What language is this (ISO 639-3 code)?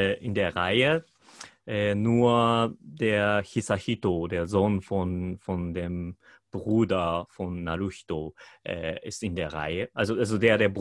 deu